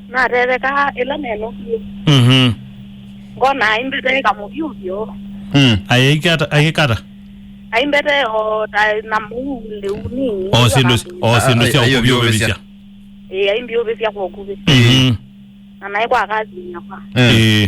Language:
Kamba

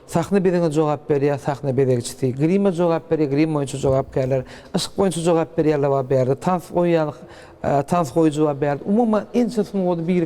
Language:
Turkmen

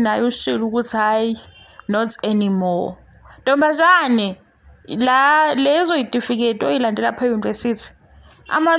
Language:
Zulu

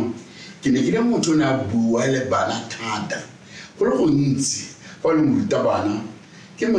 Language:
Tswana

